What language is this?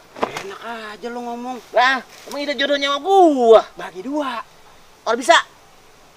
Betawi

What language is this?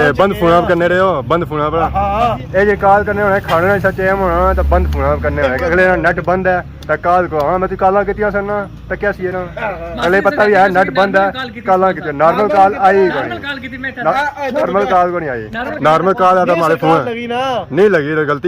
Pahari-Potwari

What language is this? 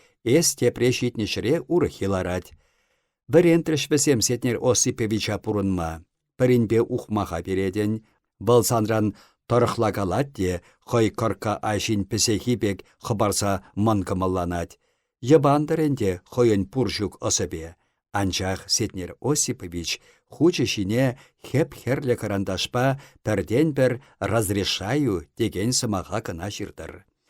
Chuvash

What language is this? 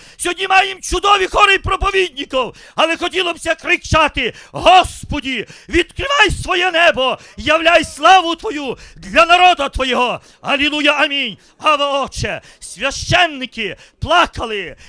Ukrainian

